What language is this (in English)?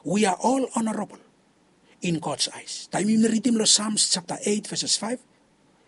Bislama